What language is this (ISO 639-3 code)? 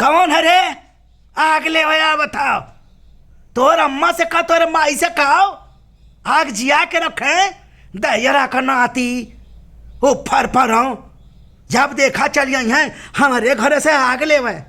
bho